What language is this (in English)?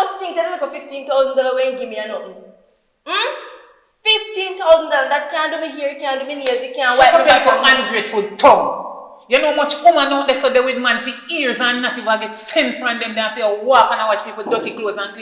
Jamaican Creole English